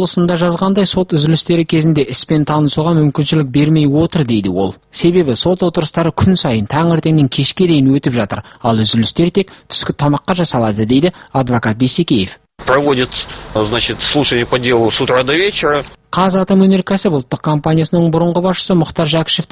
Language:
Kazakh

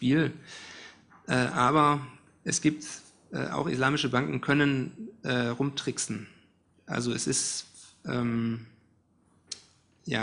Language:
German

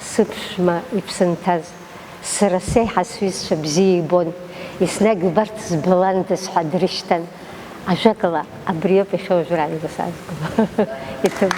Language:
Abkhazian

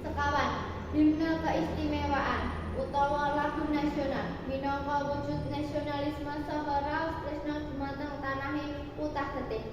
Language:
Javanese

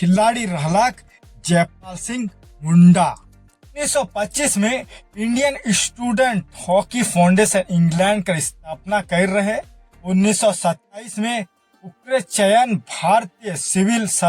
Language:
Sadri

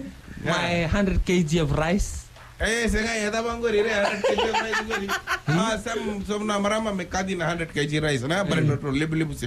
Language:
Fijian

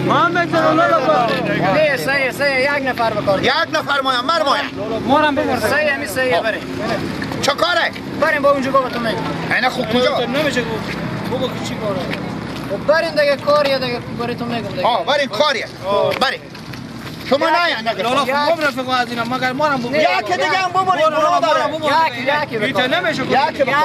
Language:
Persian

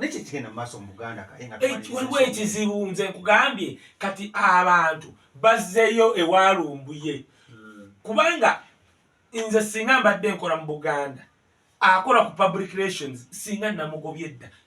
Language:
Ganda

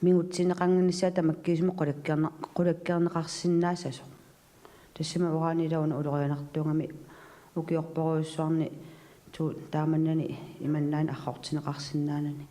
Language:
Kalaallisut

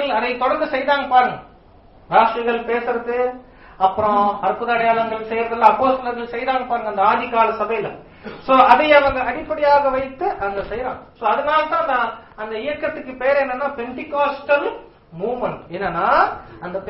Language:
Tamil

